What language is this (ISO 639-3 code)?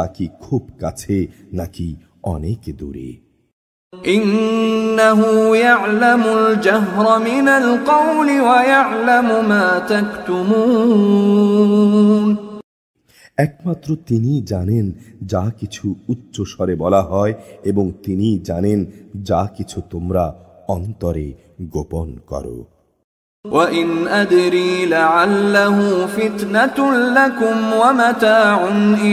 ben